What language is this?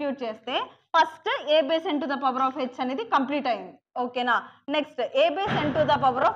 Telugu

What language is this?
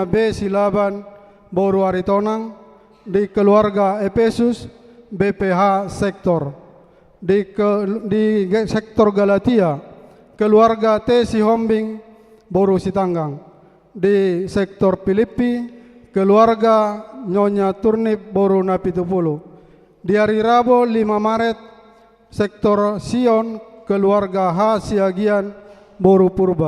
Batak Toba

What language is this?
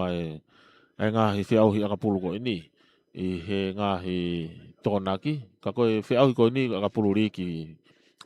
Tongan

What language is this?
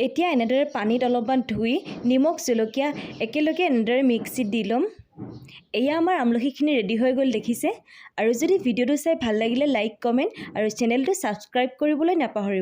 Assamese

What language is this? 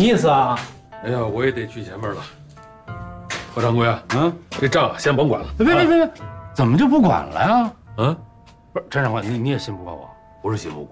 Chinese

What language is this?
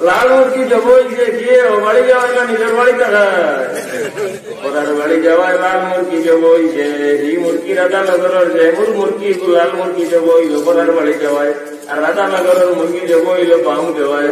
Sylheti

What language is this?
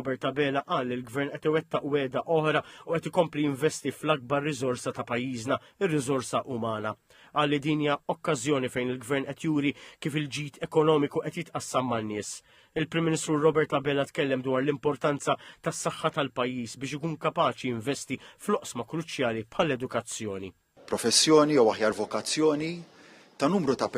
Maltese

